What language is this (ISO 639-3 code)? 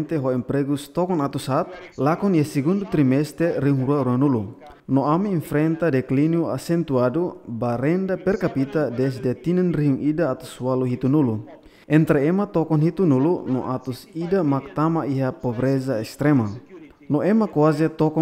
tet